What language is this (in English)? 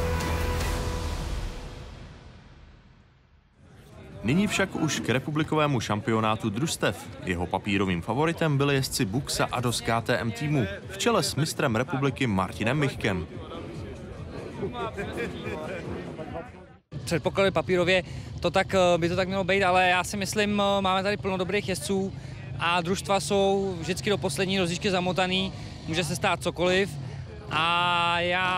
Czech